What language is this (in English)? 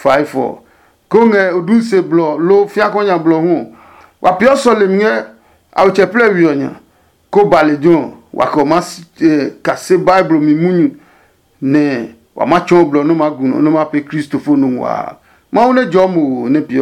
Adangme